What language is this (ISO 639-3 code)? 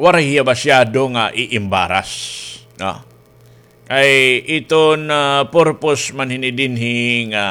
war